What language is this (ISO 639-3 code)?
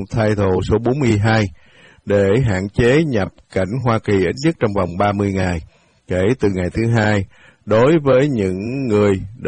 vie